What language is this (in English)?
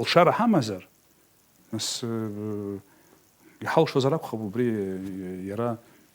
Abkhazian